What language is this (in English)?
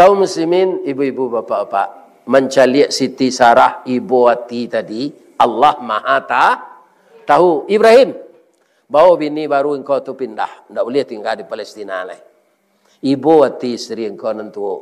Minangkabau